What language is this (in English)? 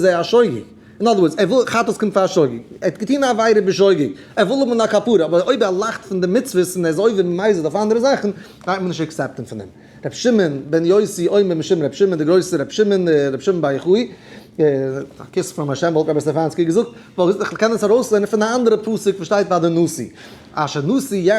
Yiddish